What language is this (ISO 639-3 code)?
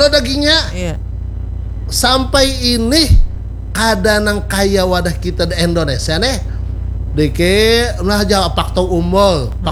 bjn